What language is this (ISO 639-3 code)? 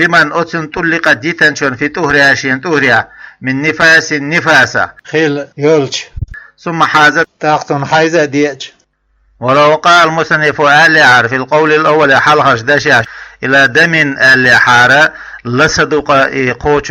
che